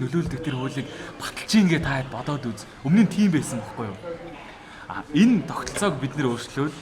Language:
Mongolian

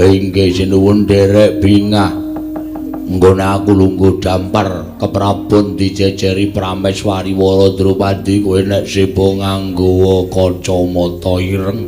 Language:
Javanese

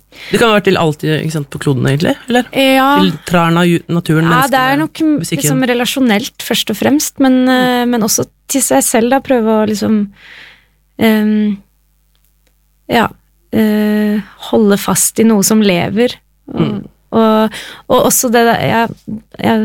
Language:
Norwegian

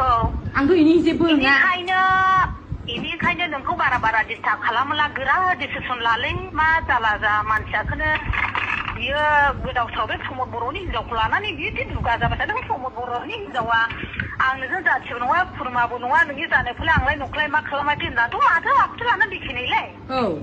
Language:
Bodo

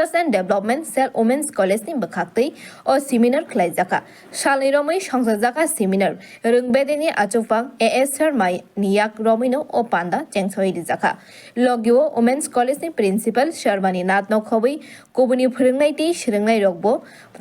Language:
Kok Borok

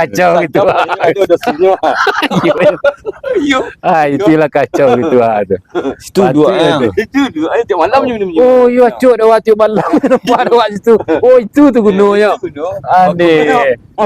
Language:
Minangkabau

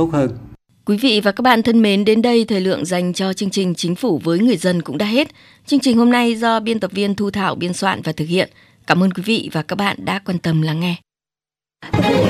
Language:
Vietnamese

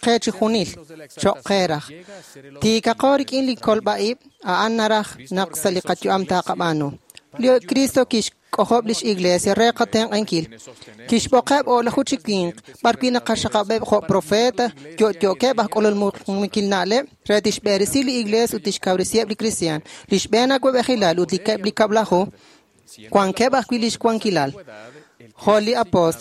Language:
Kekchí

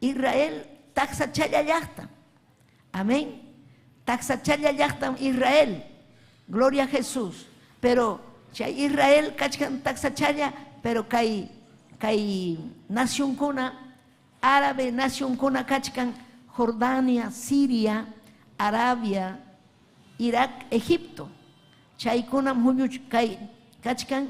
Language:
Ayacucho Quechua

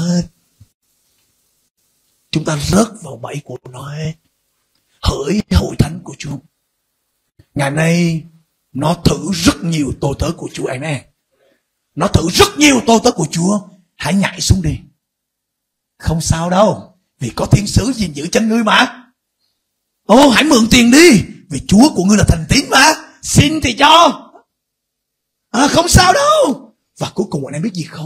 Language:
Vietnamese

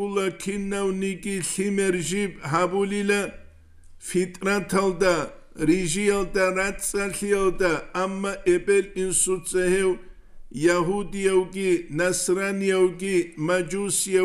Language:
Avaric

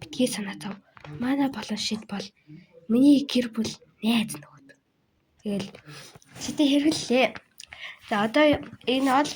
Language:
Mongolian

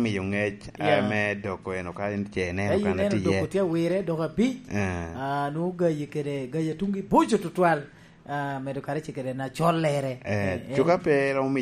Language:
Lango (Uganda)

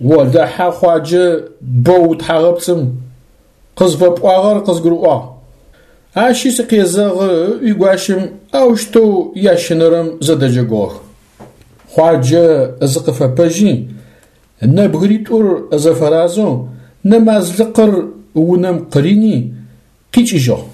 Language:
Adyghe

